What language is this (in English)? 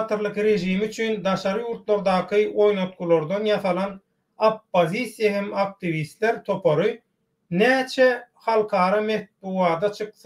Turkmen